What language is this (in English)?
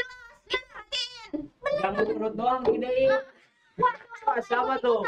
Betawi